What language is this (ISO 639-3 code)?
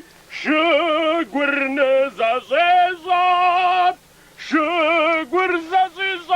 kbd